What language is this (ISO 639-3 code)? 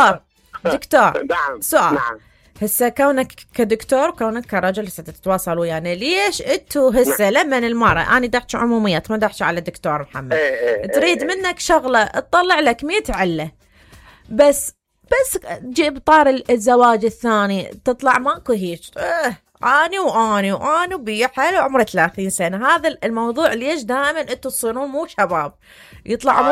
acm